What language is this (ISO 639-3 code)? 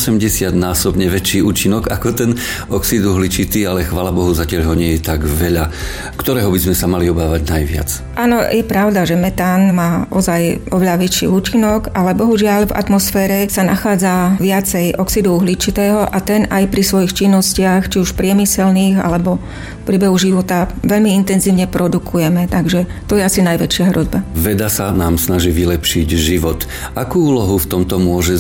slk